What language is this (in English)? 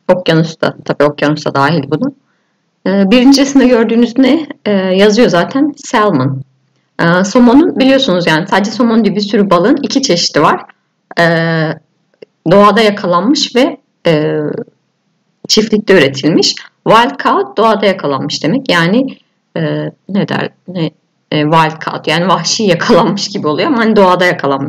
Turkish